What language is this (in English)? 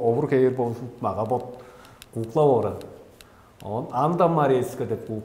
Tuvinian